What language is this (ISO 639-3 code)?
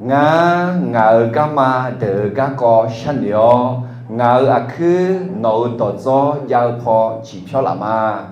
ahk